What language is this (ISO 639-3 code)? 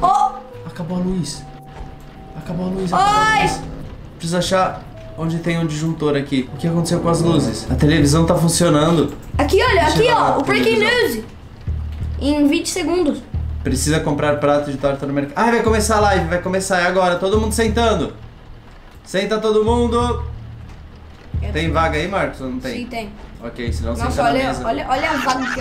por